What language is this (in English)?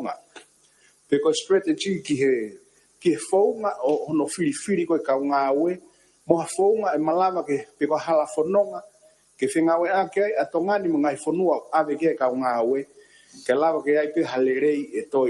Tongan